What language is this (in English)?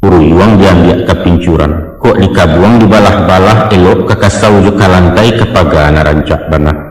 Minangkabau